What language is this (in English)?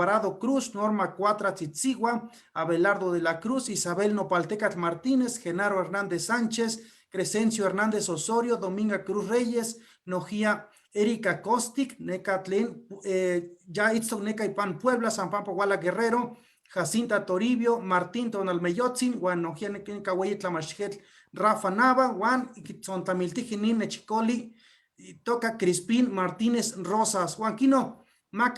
Eastern Huasteca Nahuatl